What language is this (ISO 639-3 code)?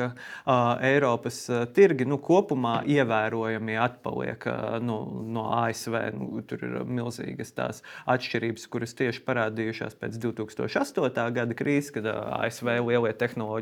lav